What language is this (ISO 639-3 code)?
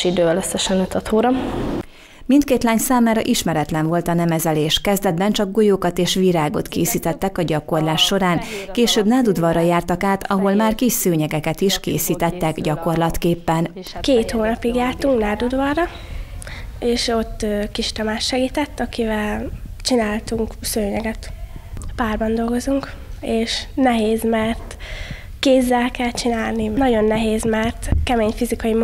hun